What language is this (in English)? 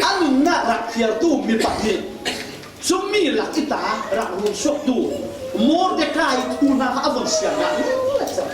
Falam Chin